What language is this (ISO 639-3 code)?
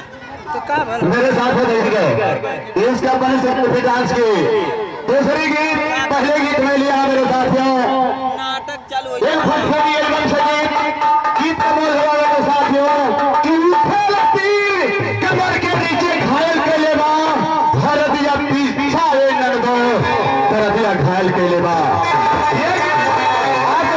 bho